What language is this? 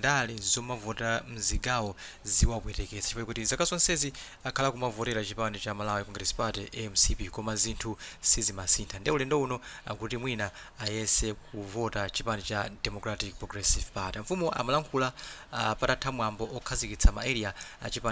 Nyanja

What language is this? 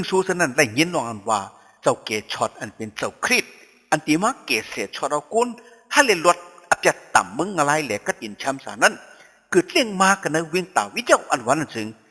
Shan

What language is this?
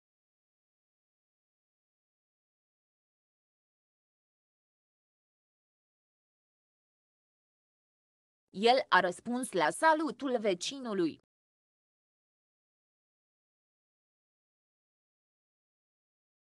Romanian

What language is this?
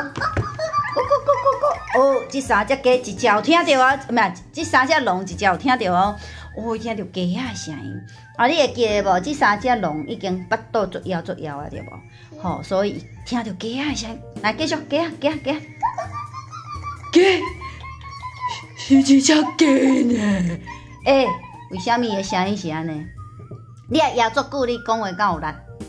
Min Nan Chinese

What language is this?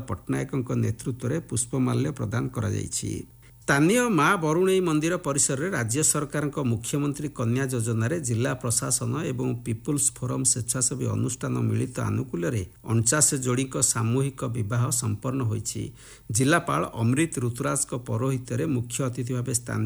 Odia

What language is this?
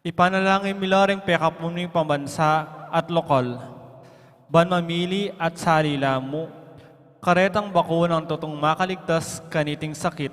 Pampanga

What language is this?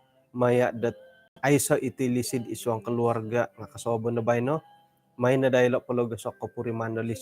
Central Dusun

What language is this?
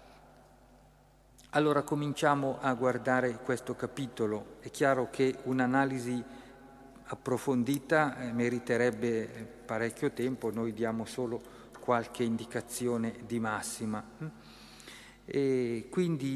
Italian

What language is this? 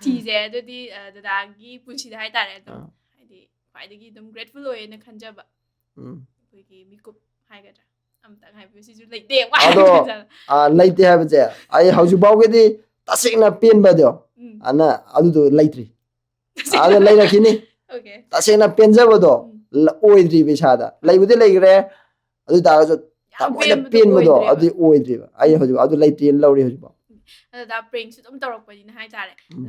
Manipuri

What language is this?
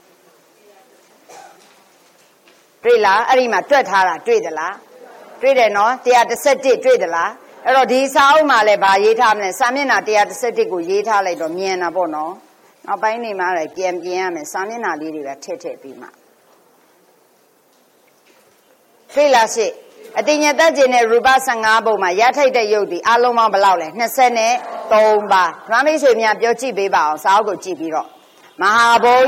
Burmese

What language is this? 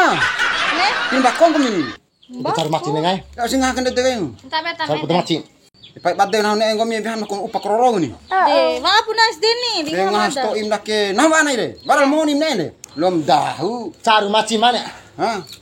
Bima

